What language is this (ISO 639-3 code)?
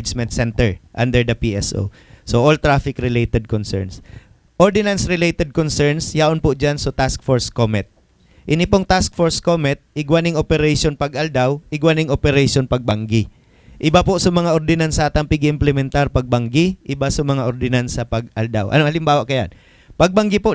bik